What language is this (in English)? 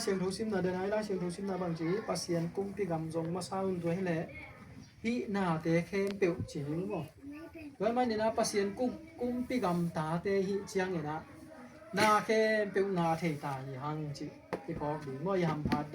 Tedim Chin